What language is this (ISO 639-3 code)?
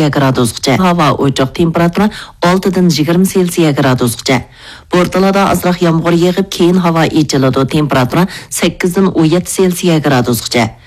uig